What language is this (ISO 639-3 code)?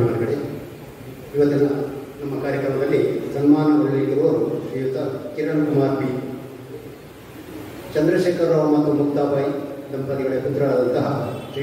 kan